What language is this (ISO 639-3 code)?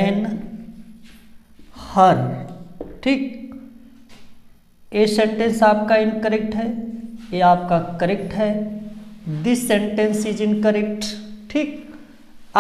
hin